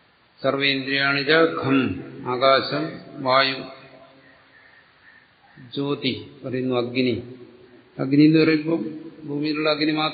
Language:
Malayalam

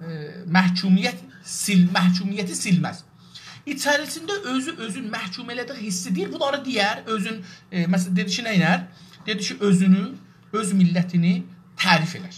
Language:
South Azerbaijani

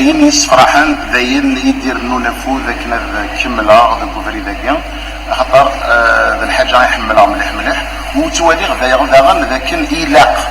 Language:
Kabyle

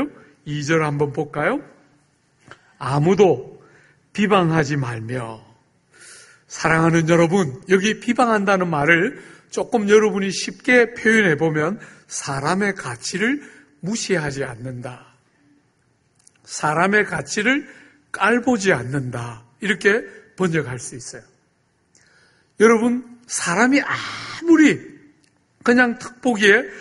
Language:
Korean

